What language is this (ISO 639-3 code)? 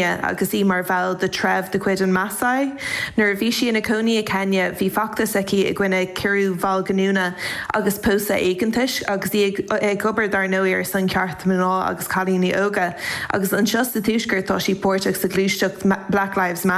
gle